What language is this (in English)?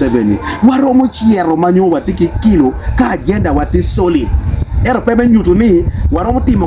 Acoli